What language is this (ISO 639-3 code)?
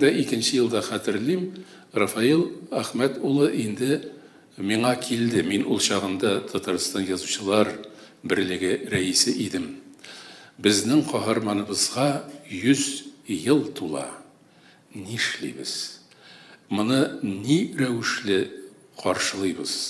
tat